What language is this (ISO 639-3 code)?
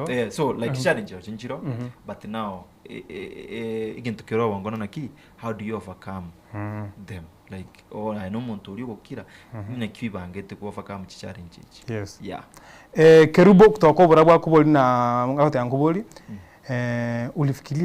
guz